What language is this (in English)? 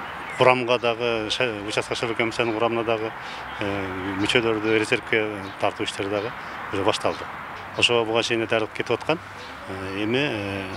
Kyrgyz